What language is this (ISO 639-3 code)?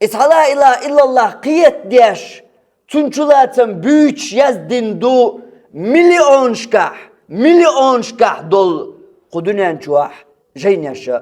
che